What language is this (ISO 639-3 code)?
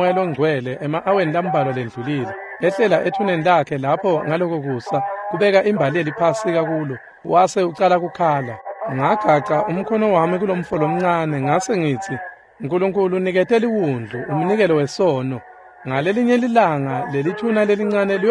ssw